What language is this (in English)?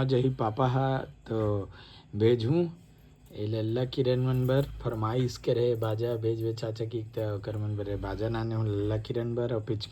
Chhattisgarhi